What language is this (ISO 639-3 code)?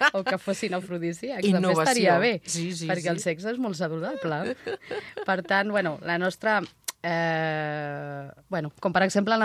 cat